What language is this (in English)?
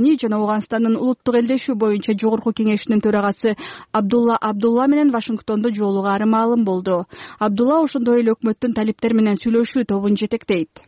Kyrgyz